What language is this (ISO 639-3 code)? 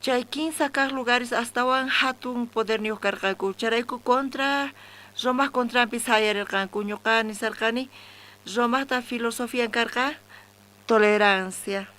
quh